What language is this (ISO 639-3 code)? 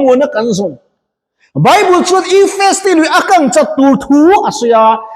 lus